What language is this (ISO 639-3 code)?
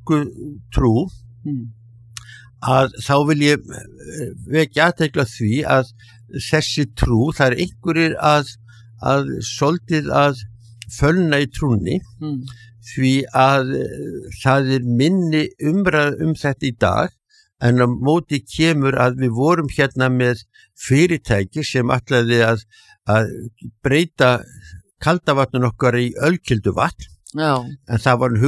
isl